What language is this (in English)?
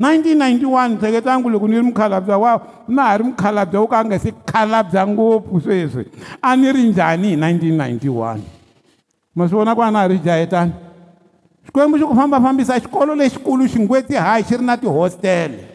Tsonga